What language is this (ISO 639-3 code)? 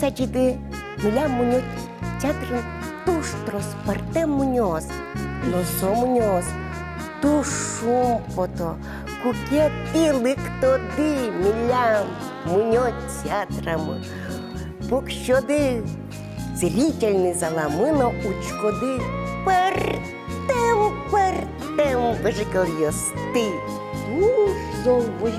udm